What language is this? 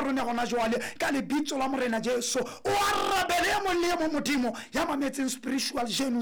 Southern Sotho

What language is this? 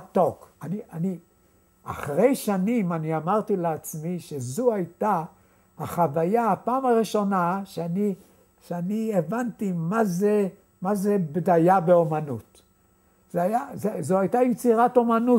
Hebrew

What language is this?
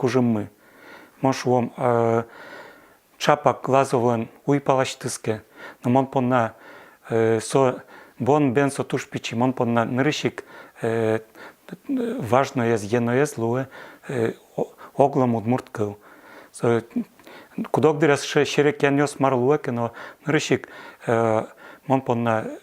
Udmurt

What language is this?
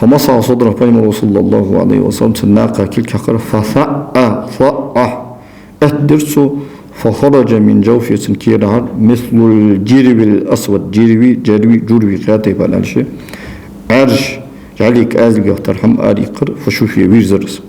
Ingush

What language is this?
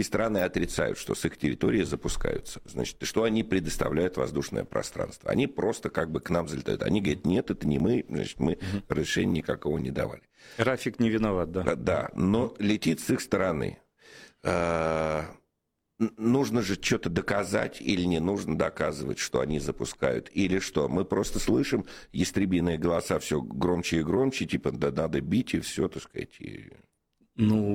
Russian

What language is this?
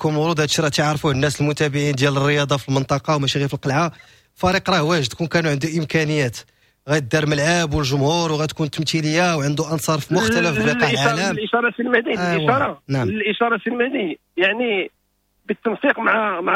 Moroccan Arabic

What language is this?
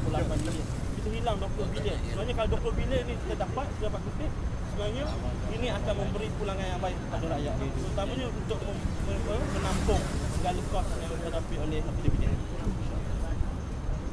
Malay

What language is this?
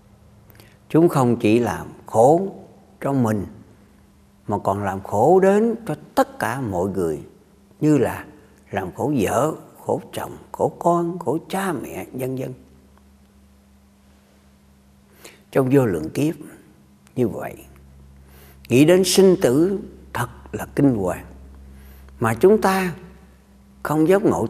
Vietnamese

